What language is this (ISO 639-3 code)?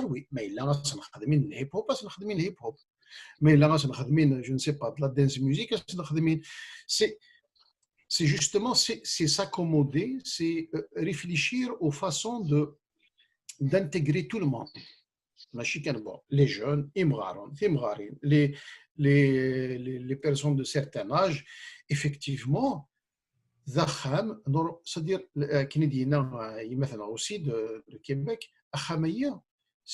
kab